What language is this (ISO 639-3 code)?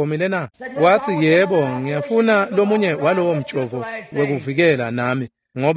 ssw